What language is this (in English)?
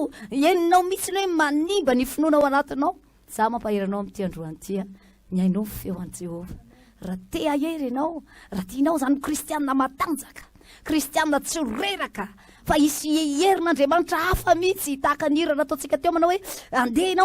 Malagasy